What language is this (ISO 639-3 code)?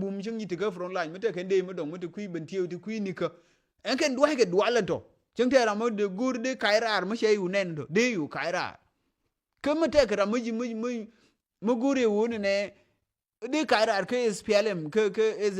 nus